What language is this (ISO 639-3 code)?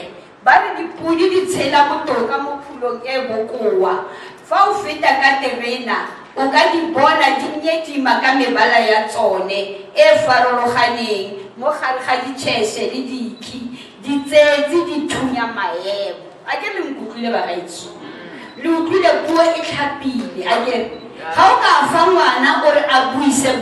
tsn